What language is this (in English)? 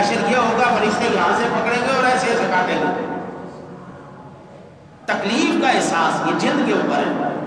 Urdu